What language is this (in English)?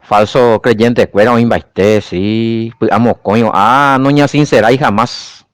Guarani